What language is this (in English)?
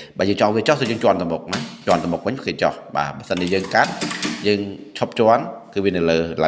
Khmer